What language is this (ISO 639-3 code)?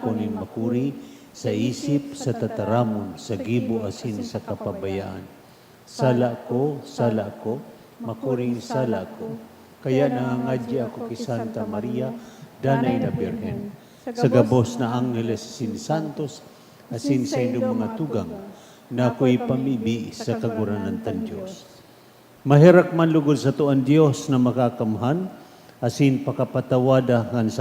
bik